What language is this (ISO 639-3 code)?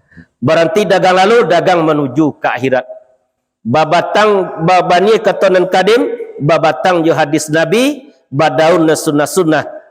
min